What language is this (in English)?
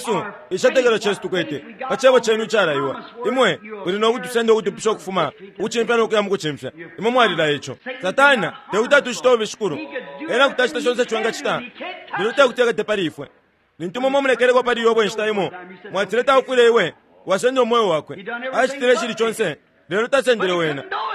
Bemba